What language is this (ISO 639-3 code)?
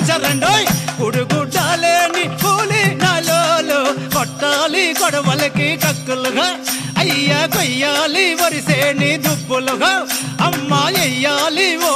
tel